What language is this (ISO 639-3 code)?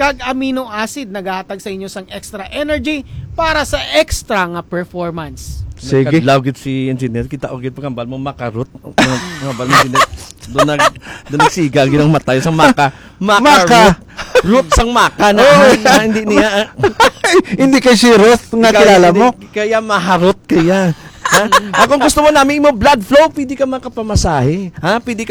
hil